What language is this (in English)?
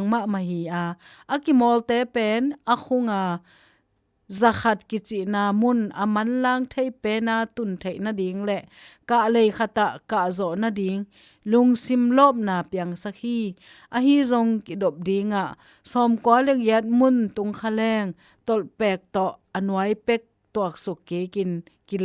Tedim Chin